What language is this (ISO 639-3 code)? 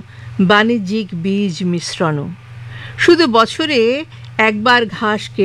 ben